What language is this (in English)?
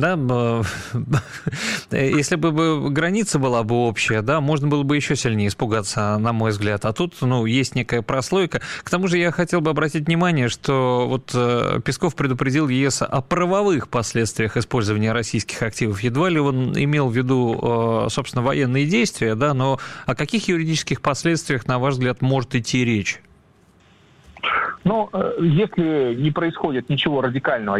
Russian